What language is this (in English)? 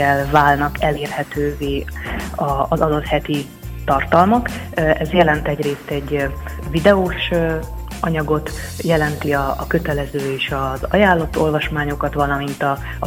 Hungarian